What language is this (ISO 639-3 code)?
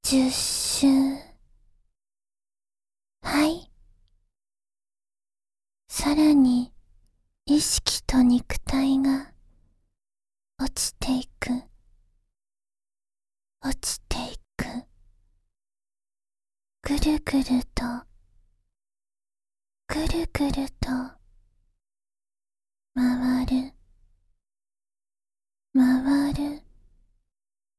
jpn